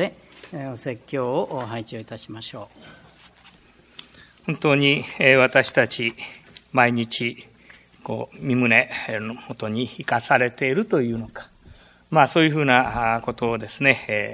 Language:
Japanese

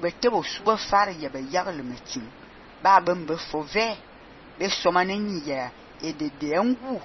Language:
Fang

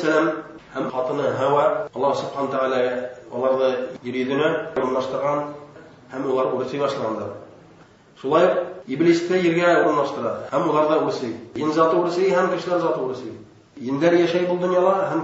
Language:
Bashkir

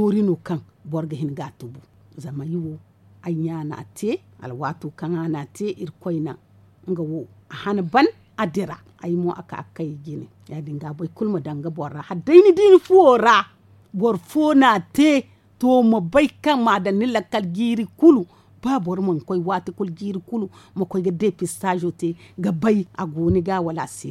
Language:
Zarma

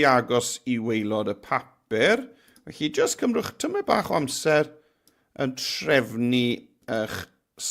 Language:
Welsh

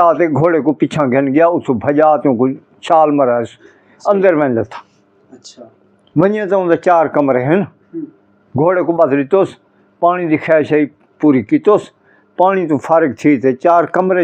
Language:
Saraiki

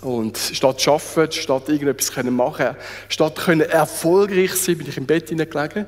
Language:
Swiss German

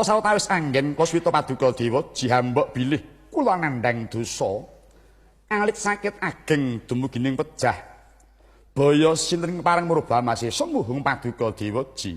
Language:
Javanese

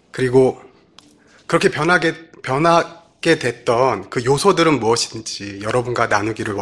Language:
Korean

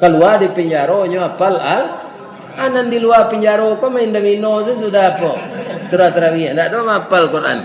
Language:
Minangkabau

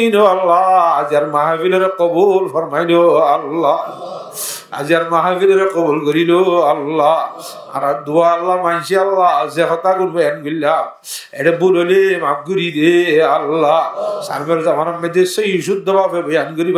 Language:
Rohingya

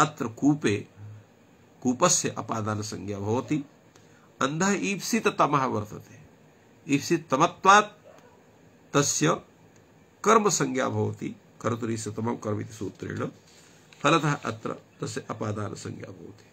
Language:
Sanskrit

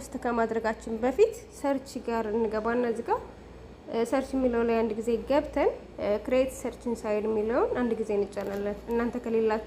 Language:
Amharic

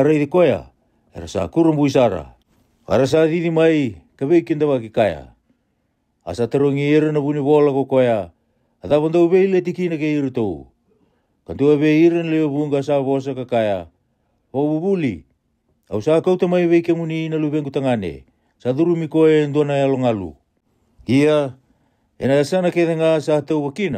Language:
Fijian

